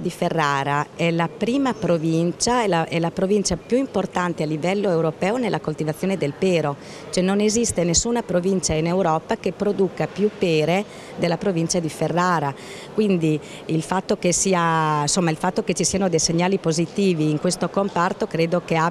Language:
Italian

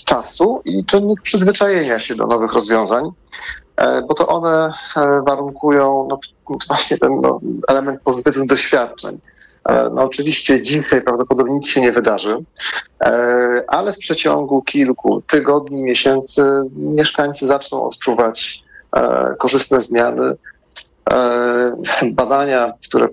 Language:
Polish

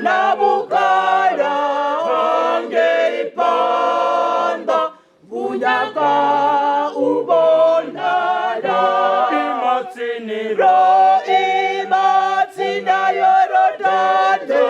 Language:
Venda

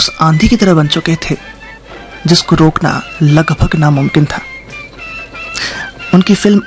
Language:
Hindi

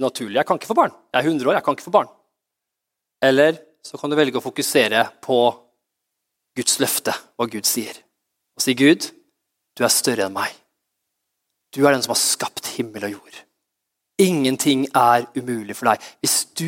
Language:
Norwegian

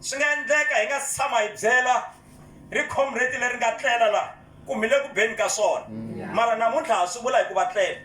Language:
Tsonga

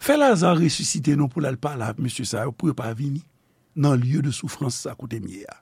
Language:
Haitian Creole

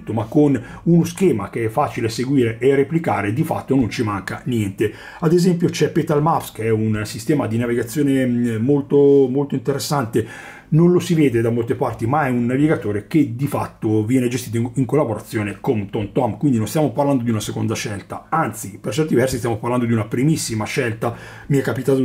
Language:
Italian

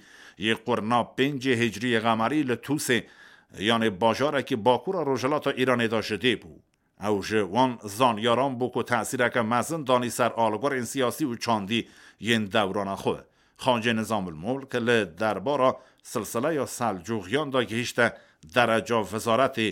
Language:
Kurdish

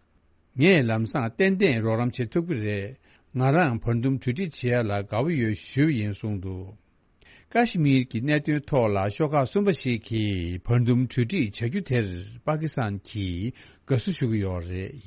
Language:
Tibetan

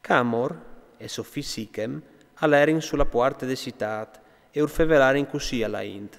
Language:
Friulian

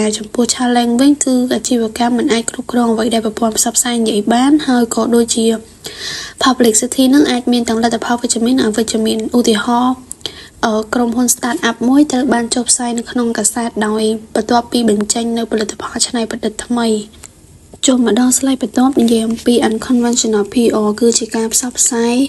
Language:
Khmer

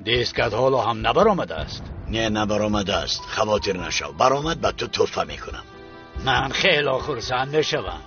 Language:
Tajik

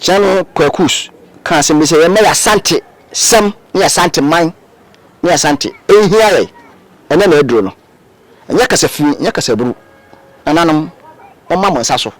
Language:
Akan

